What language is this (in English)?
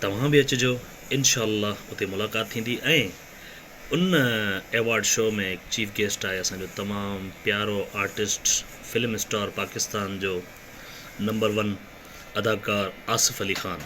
Sindhi